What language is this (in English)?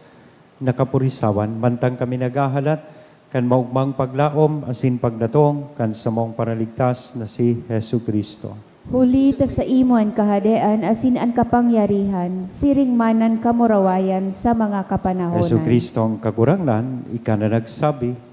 Bikol